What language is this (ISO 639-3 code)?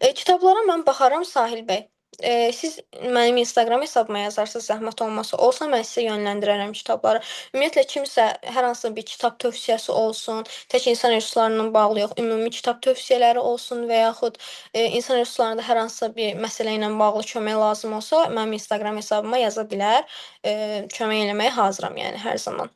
aze